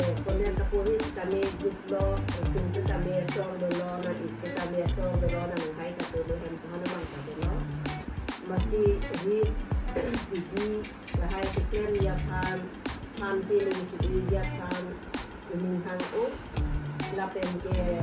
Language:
Karbi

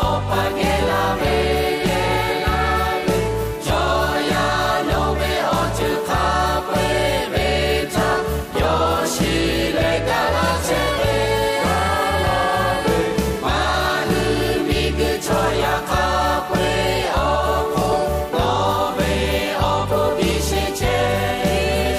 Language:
Lahu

